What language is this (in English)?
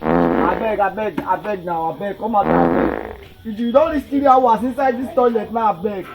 Nigerian Pidgin